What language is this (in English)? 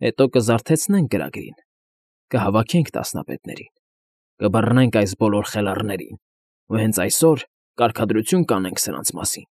Armenian